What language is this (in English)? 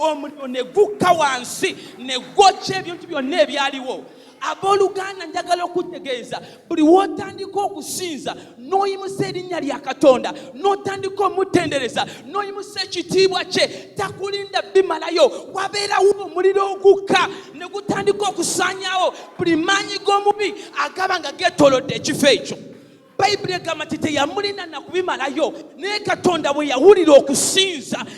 Ganda